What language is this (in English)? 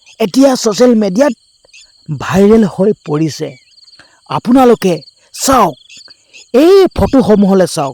Assamese